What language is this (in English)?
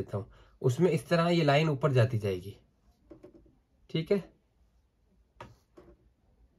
Hindi